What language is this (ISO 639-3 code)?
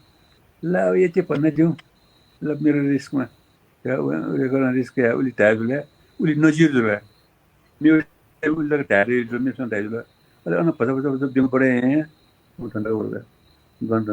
new